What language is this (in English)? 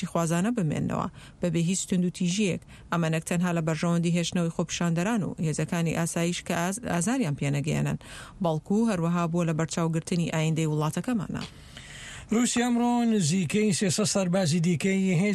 Central Kurdish